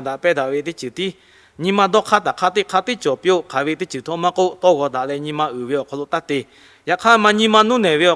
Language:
Lahu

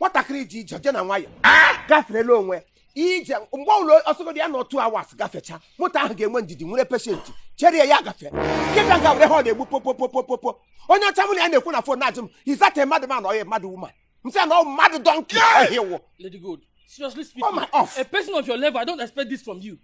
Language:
Igbo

